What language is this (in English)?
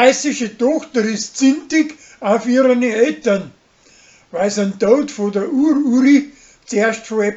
Bavarian